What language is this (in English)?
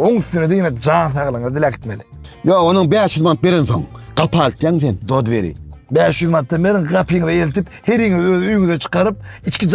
Turkmen